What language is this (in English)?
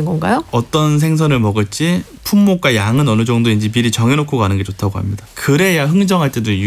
Korean